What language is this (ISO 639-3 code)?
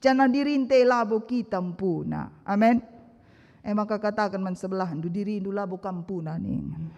btx